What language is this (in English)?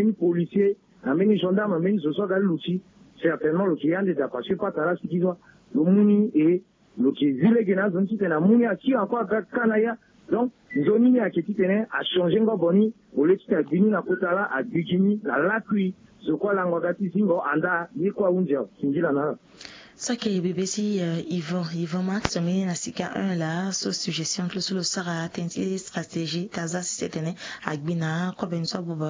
Sango